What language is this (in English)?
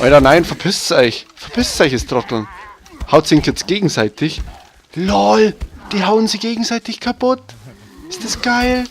Bavarian